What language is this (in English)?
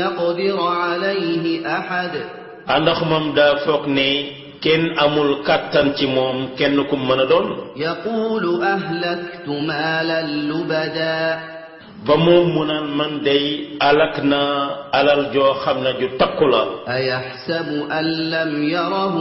Wolof